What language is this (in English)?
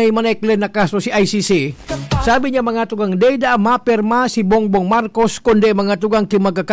Bikol